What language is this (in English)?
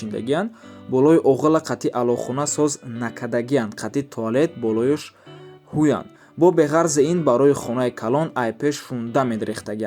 Tajik